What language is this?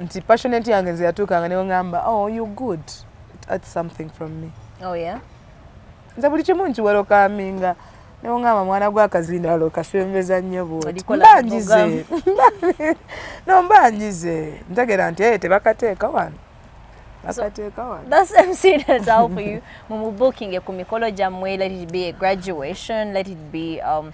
Ganda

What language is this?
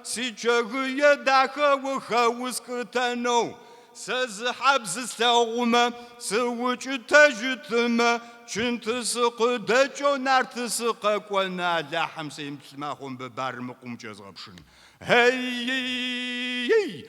Kabardian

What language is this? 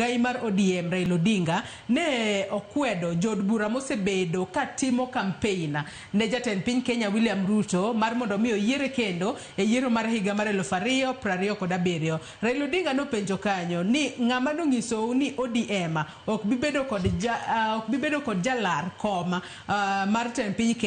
Luo (Kenya and Tanzania)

